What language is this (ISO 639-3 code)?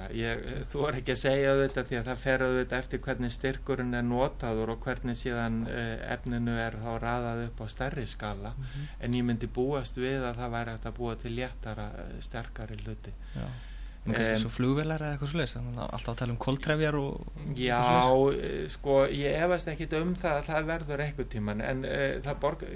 isl